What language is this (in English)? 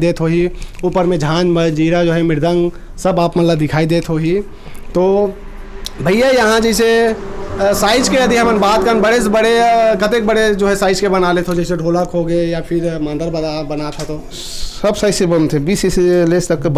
Chhattisgarhi